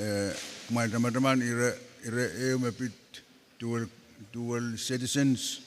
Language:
Pohnpeian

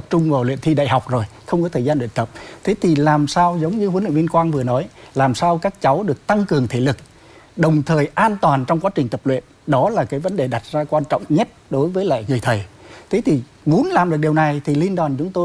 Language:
Vietnamese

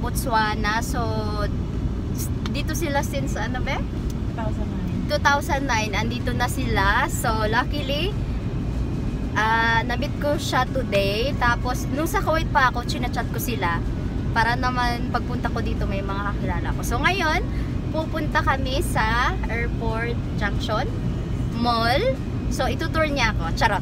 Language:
Filipino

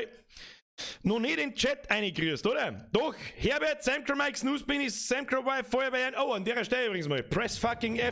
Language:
Bavarian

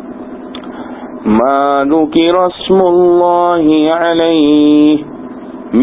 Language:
Urdu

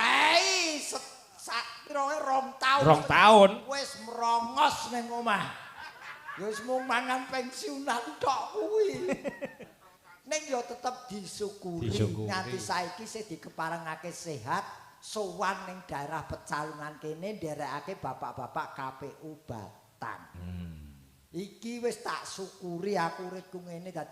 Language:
Javanese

